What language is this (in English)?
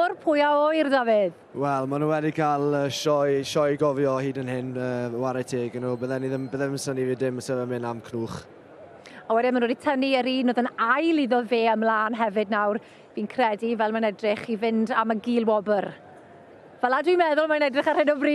Welsh